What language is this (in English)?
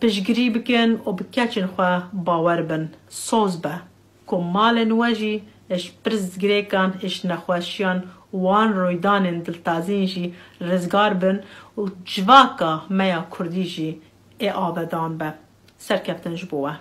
Kurdish